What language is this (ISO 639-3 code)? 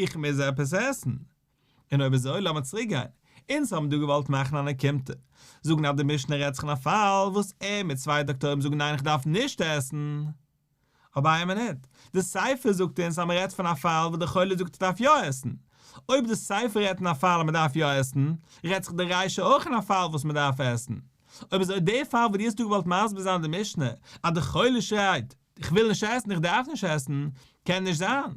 yid